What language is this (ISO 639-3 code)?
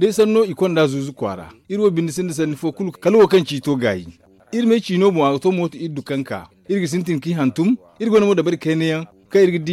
dje